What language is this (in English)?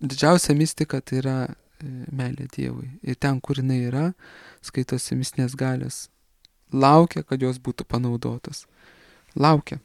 Lithuanian